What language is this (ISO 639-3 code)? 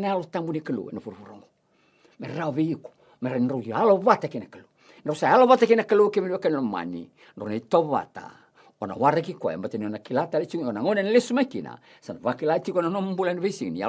fij